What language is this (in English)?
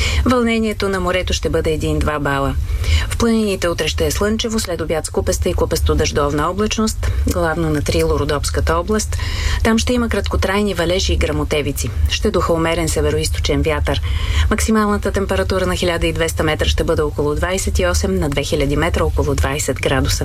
Bulgarian